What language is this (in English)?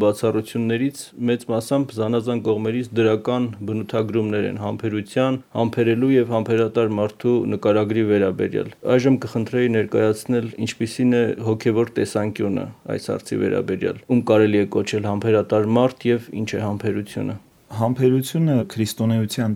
Armenian